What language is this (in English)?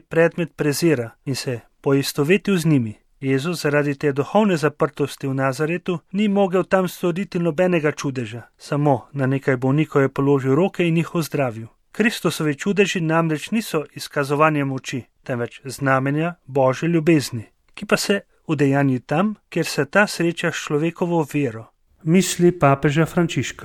Slovenian